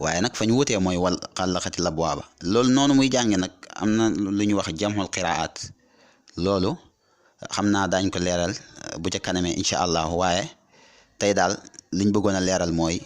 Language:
Wolof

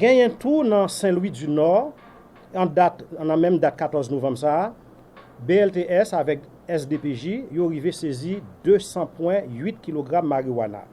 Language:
Haitian Creole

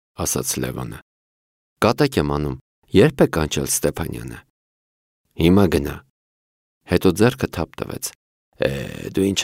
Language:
Armenian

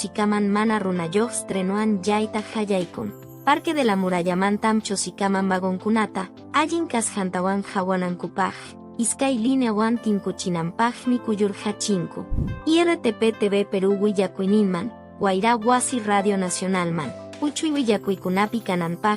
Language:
Quechua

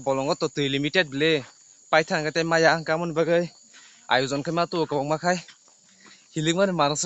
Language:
Kok Borok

